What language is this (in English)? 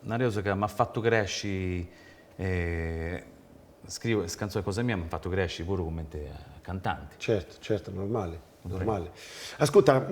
Sardinian